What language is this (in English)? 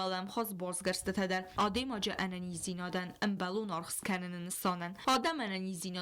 Ossetic